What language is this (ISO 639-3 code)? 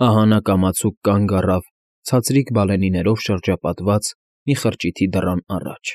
hye